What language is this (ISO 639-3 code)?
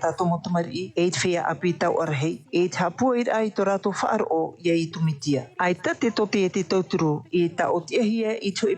tah